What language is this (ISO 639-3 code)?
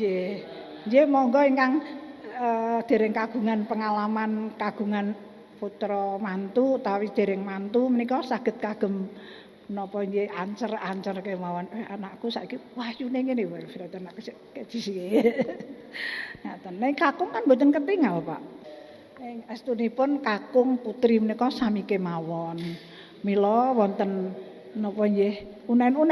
jav